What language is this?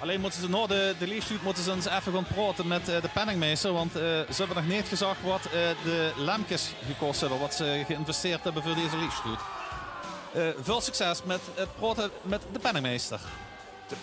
Limburgish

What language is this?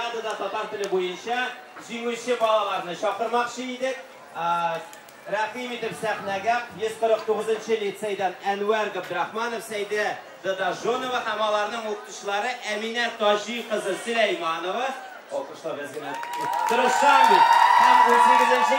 Tatar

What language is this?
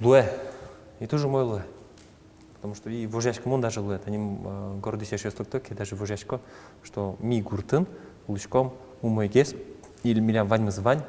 Udmurt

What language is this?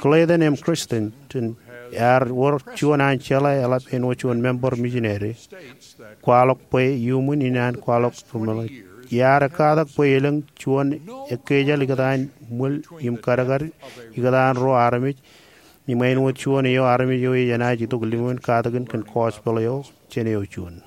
Marshallese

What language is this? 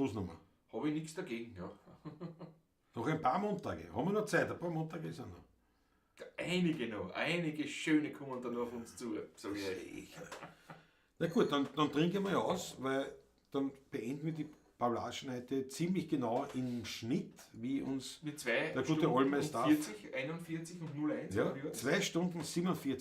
Bavarian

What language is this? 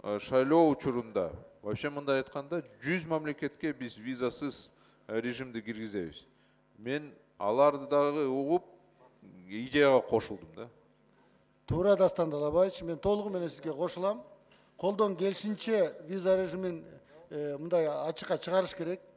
Kyrgyz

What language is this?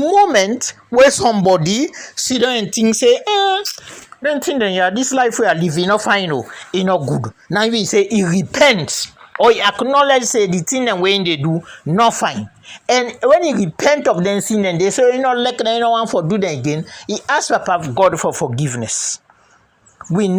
Krio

